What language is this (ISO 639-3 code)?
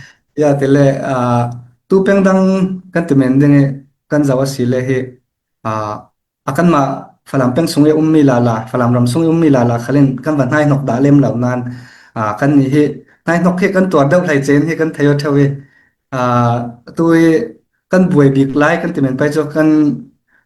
cfm